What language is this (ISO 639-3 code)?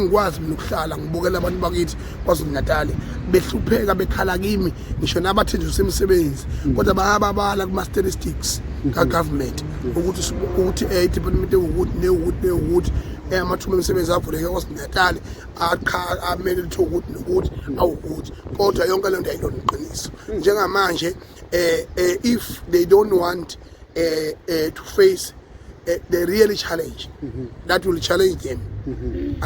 zul